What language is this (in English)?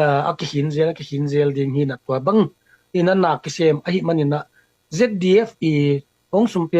Tedim Chin